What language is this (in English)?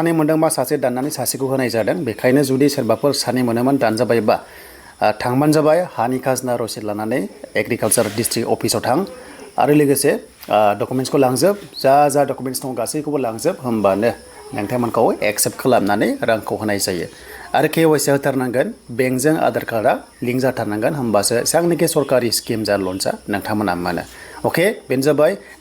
Bodo